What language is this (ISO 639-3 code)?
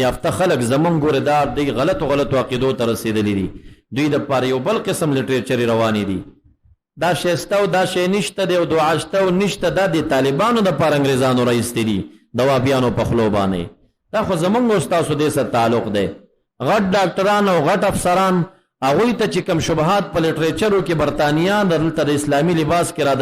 pus